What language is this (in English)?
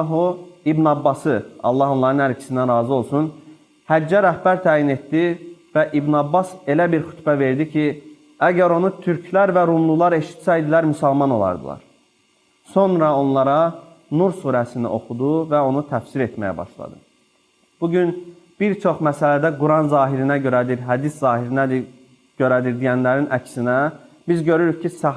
Azerbaijani